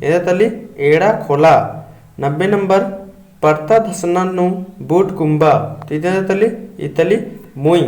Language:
Kurukh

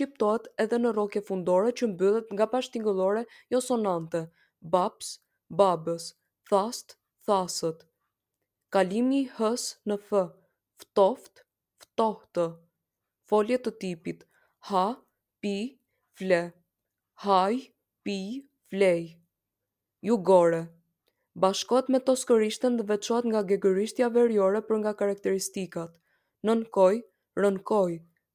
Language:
Albanian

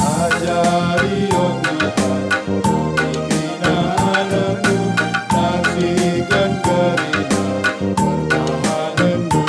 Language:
Batak Karo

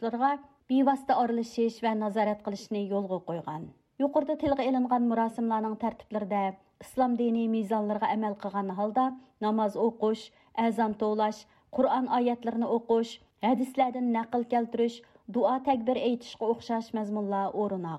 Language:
Uyghur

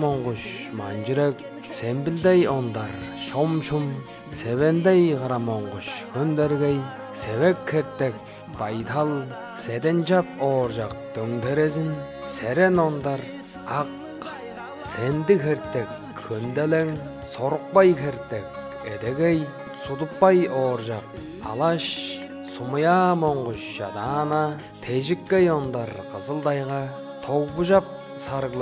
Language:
Tuvinian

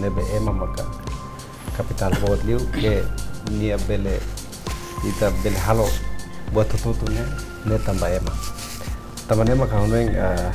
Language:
Tetum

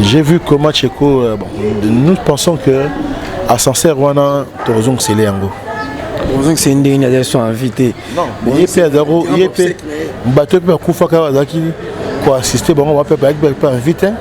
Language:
Lingala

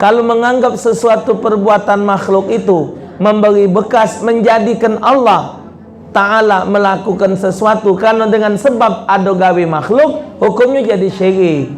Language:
Musi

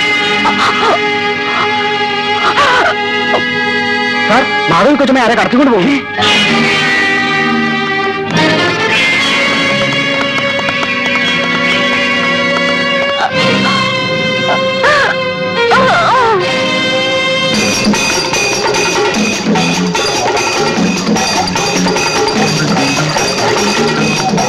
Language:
Malayalam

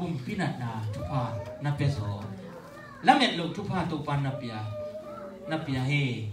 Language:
Tedim Chin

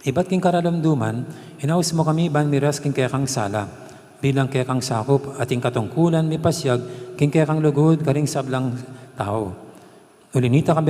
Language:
Pampanga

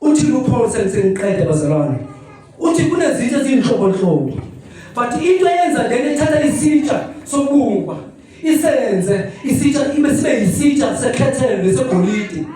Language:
Zulu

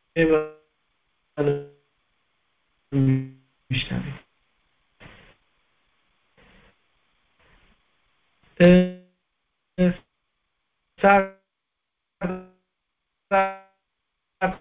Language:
Persian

